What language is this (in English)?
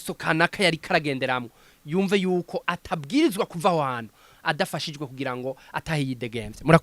Rundi